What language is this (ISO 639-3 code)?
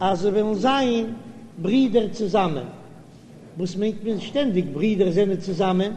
yid